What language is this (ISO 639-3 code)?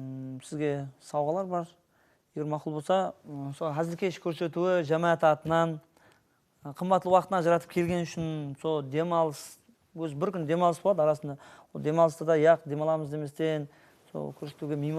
kaa